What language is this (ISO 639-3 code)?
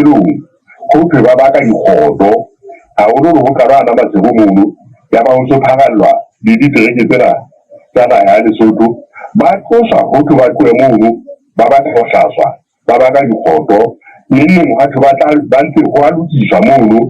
sot